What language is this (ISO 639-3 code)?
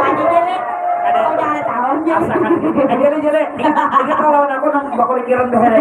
bjn